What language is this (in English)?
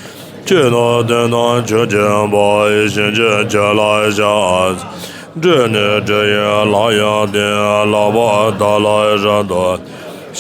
Tibetan